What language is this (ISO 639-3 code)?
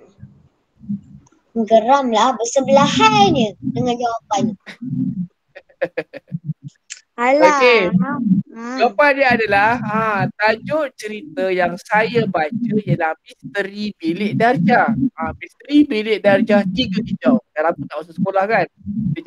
msa